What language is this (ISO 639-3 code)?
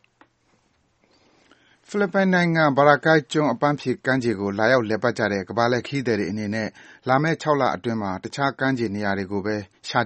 mya